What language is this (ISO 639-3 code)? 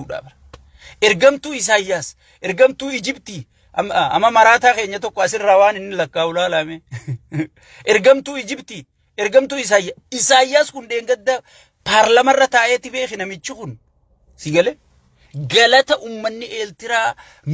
orm